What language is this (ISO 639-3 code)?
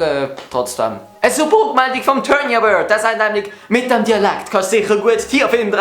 gsw